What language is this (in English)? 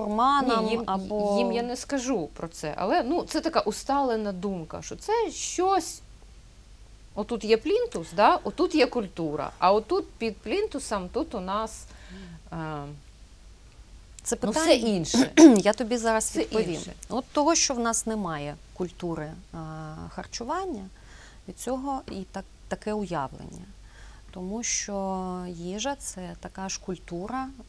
Ukrainian